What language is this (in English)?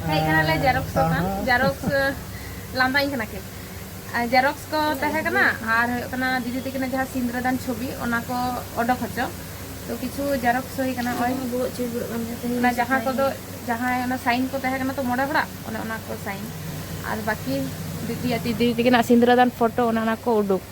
Santali